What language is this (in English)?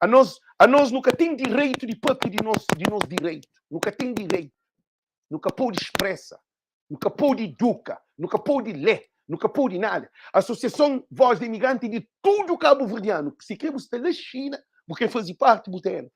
Kabuverdianu